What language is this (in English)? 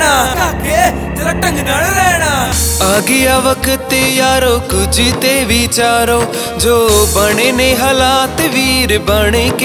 Punjabi